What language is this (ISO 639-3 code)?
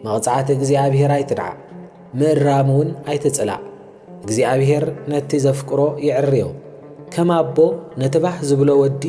tir